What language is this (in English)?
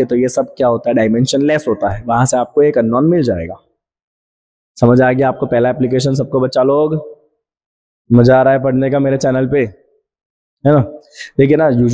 Hindi